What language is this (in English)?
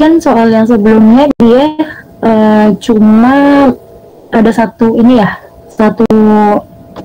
Indonesian